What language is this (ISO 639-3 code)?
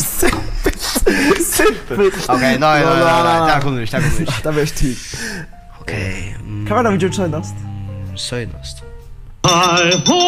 fao